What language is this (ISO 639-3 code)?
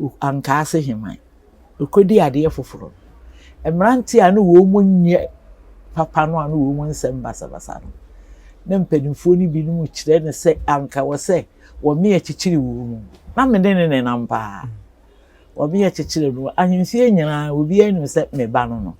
aka